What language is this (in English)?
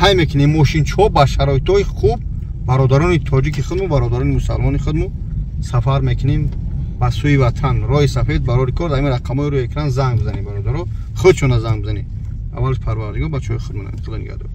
Tajik